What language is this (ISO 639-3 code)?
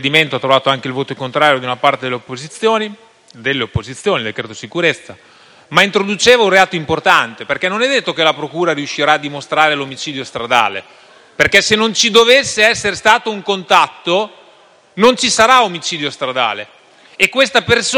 ita